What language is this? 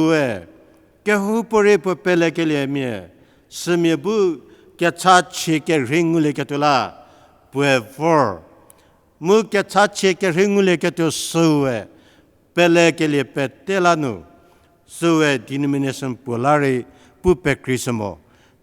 Angami Naga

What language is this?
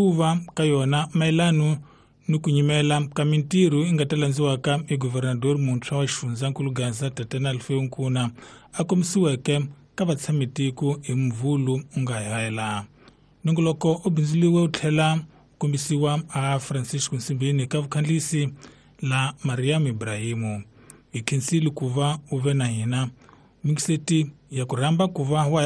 Tsonga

